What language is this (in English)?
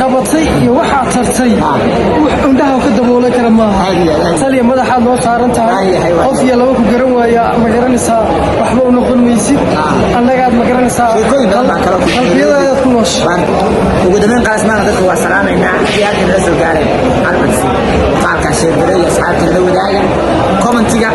Somali